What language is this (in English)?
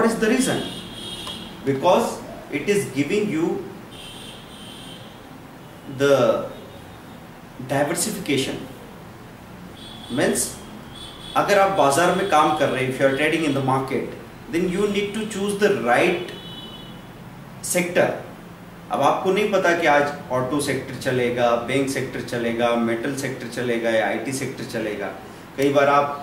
Hindi